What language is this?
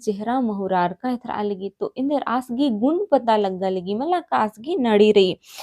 Kurukh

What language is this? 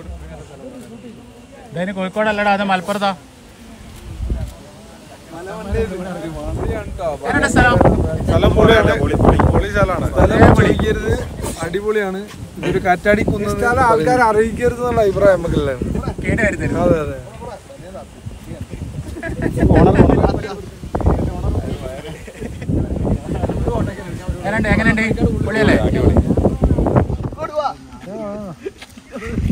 Malayalam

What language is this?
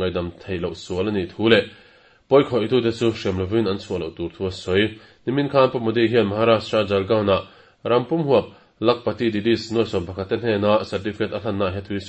Mizo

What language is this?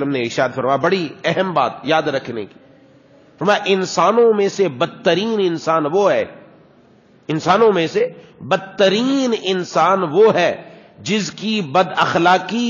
Urdu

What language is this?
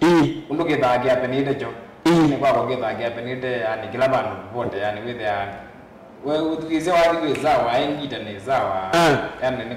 Kamba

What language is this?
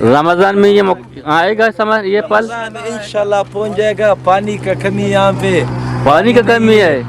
Eastern Balochi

